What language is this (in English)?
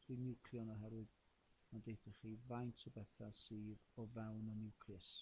Welsh